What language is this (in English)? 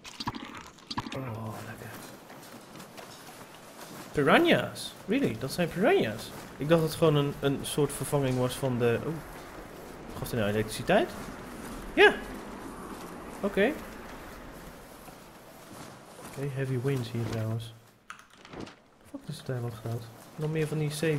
Dutch